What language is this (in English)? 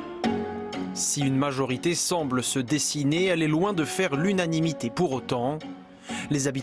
French